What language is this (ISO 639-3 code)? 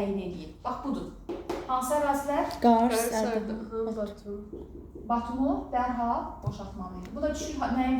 aze